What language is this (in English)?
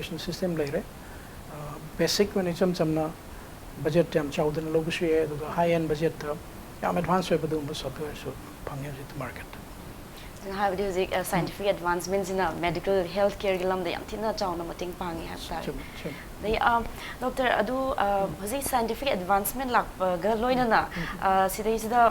Manipuri